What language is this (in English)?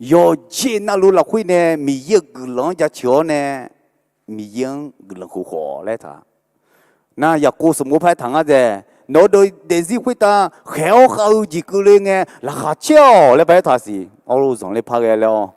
Akha